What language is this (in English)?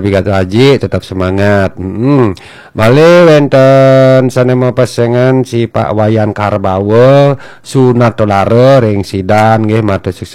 Balinese